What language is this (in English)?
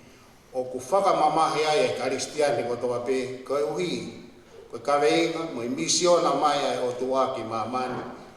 Tongan